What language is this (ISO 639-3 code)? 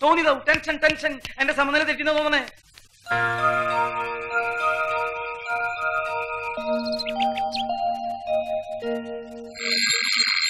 mal